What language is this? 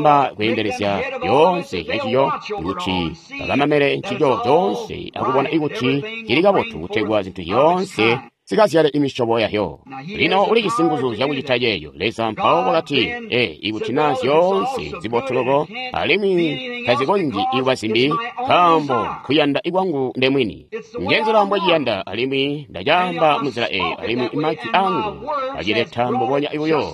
Tonga (Zambia)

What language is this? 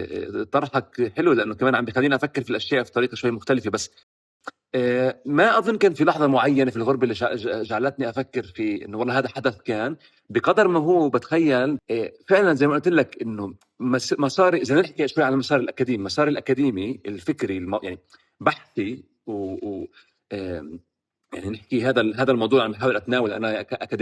North Levantine Arabic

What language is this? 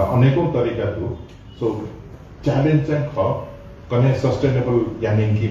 Newari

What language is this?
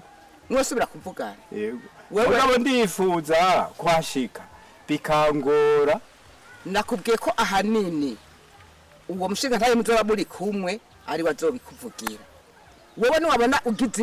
Rundi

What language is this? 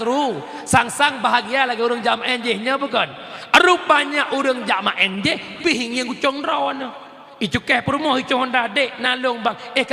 Achinese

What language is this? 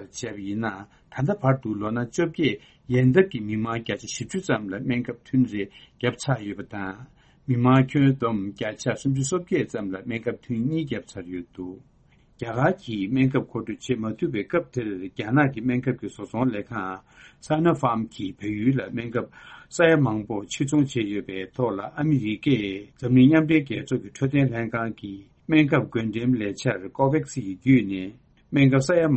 Tibetan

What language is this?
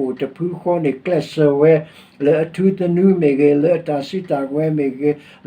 S'gaw Karen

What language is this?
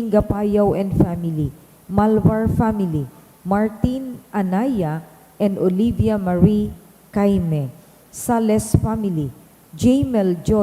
Bikol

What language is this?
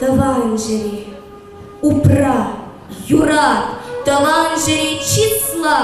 Chuvash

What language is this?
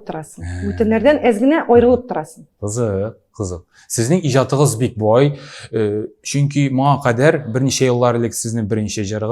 Tatar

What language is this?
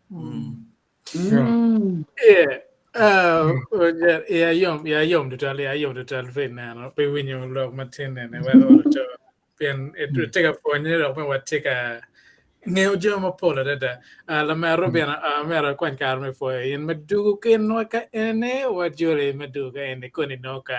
Acoli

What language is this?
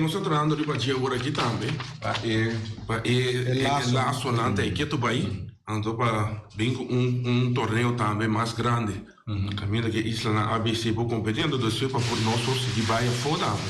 Papiamento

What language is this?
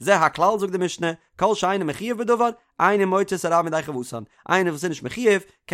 Yiddish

